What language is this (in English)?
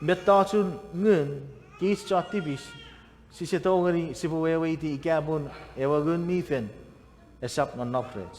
Chuukese